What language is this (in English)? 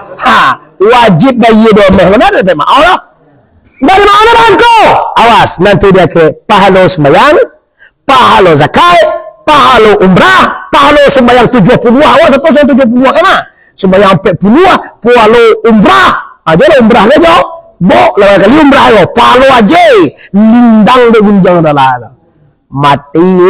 Minangkabau